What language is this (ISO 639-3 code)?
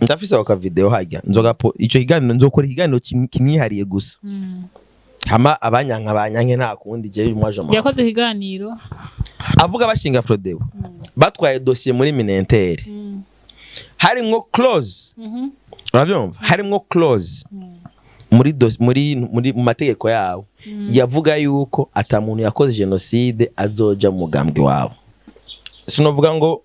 run